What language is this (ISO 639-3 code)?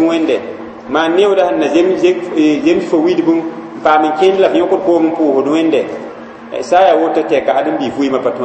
mos